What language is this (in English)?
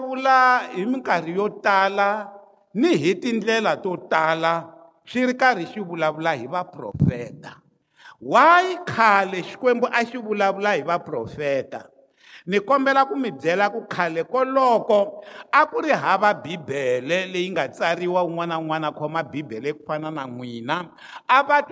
Tsonga